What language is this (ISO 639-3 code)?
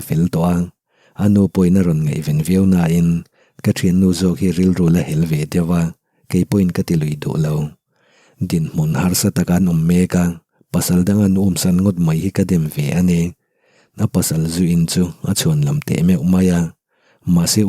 lus